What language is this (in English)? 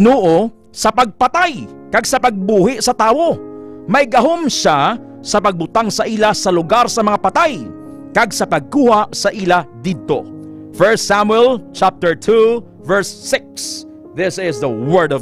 Hiligaynon